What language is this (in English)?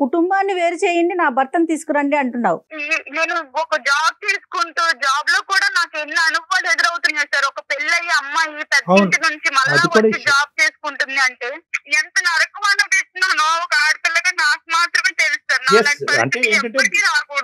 Telugu